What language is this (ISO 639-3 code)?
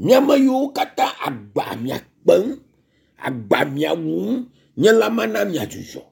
ewe